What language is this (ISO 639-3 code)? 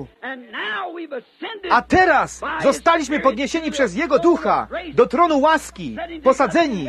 pol